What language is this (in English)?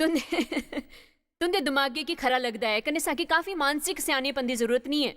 Dogri